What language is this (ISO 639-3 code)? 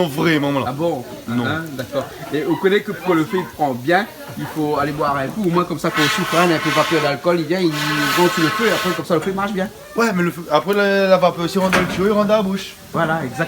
rcf